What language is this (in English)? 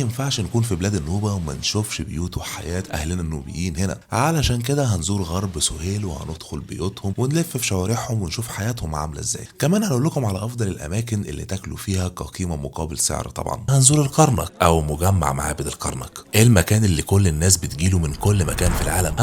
Egyptian Arabic